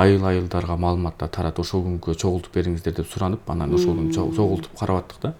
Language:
Kyrgyz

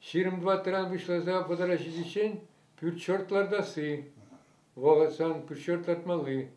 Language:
Chuvash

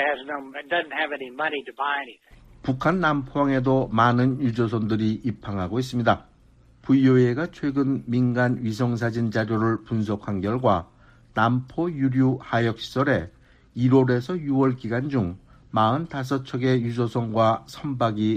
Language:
Korean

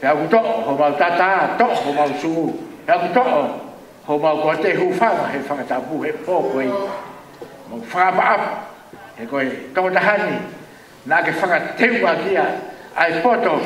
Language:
Tongan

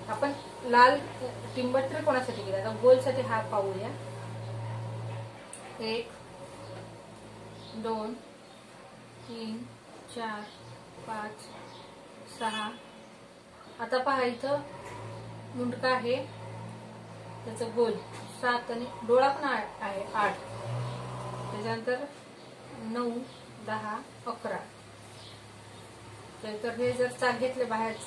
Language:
Marathi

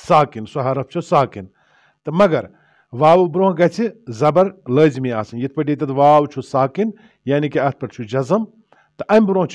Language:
Kashmiri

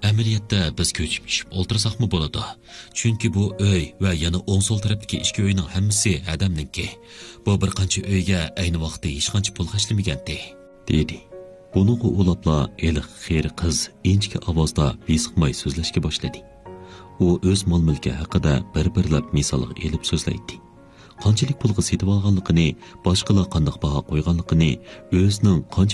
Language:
Uyghur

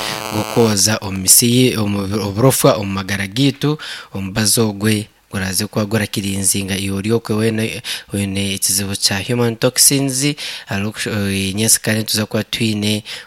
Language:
Nyankole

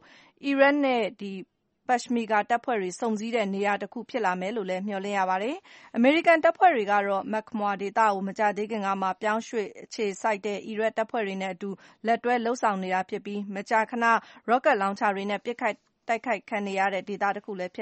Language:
Burmese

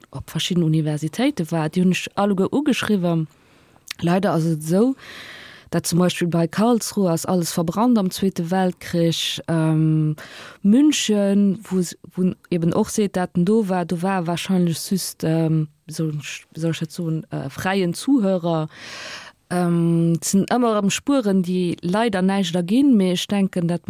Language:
Luxembourgish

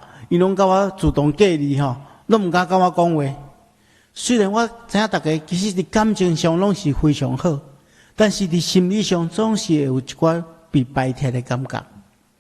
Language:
Min Nan Chinese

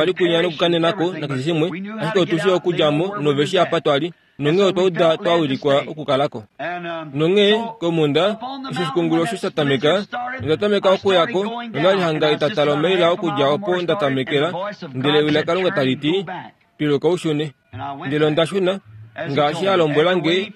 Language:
Kuanyama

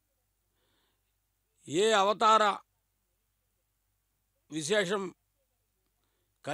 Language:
Telugu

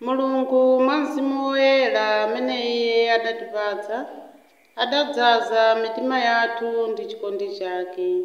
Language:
Nyanja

